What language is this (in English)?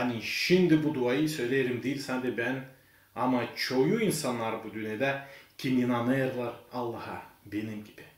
Gagauz